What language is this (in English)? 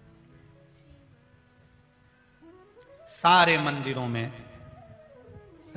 Hindi